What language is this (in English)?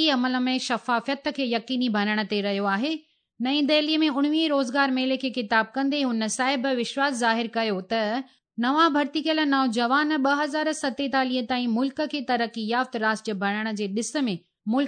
Sindhi